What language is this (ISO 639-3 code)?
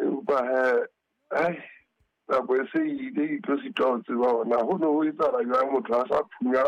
sot